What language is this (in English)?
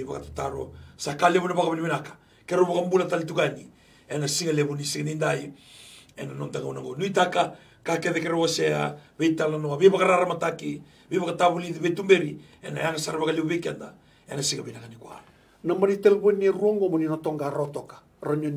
Galician